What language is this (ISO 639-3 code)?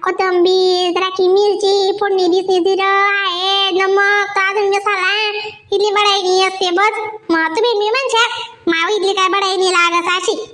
khn